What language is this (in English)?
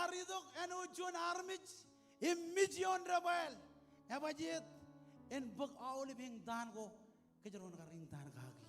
Marshallese